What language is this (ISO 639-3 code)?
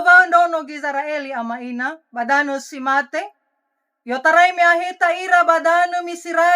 nia